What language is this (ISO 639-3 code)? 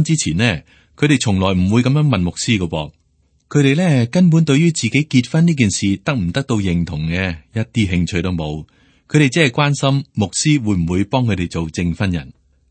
yue